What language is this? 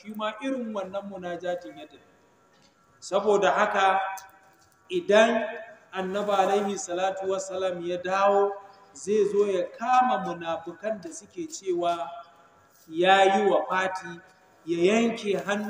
Hausa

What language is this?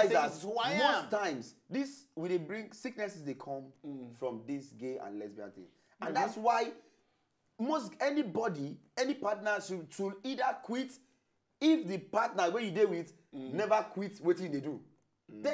Nigerian Pidgin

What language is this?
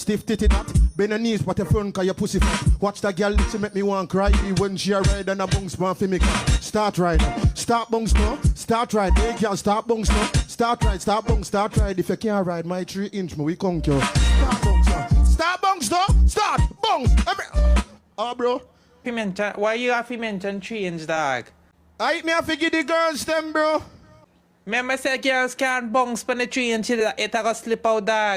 Jamaican Creole English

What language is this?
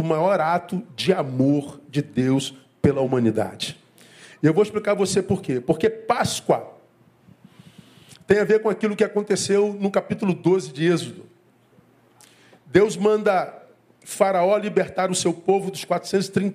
Portuguese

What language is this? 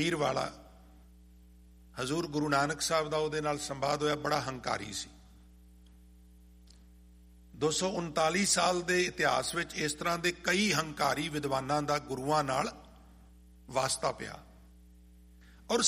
Punjabi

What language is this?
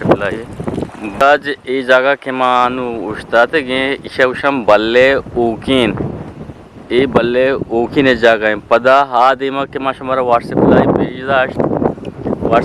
Eastern Balochi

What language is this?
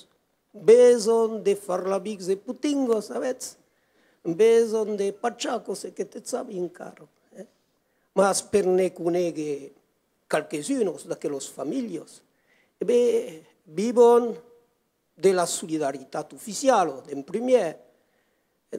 Occitan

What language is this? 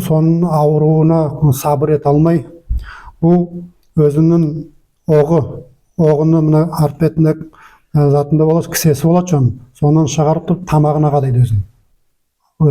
Nogai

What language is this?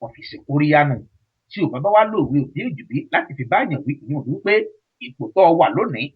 Yoruba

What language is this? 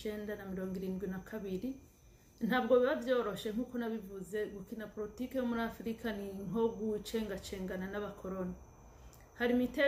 Rundi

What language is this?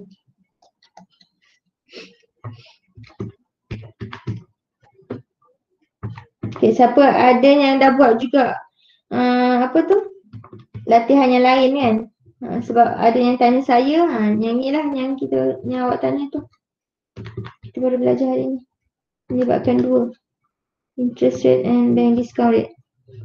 Malay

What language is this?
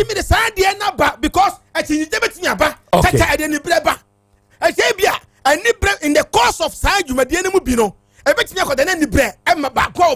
Akan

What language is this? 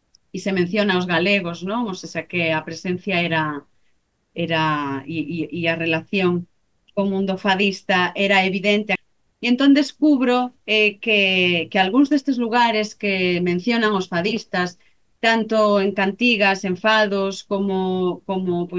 Galician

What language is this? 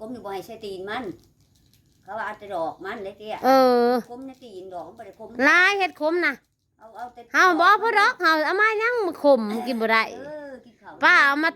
Northeastern Thai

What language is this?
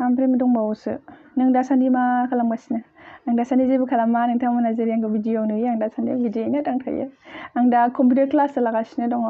Bodo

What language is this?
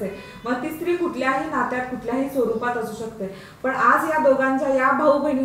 Marathi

